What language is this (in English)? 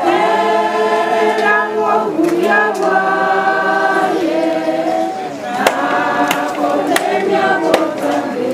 Gusii